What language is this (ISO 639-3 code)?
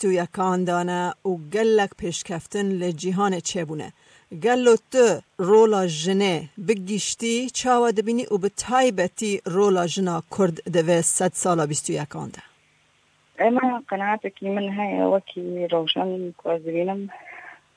kur